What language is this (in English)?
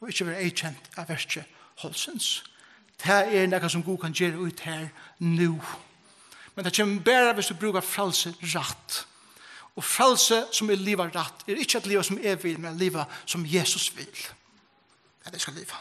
Faroese